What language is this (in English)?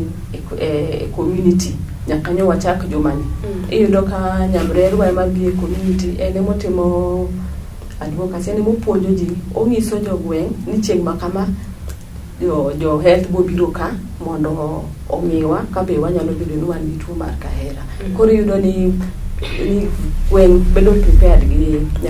Luo (Kenya and Tanzania)